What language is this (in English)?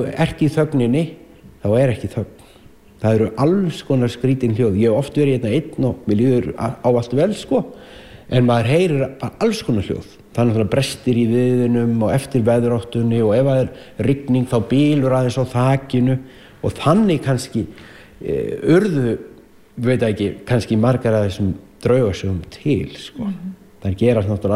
Icelandic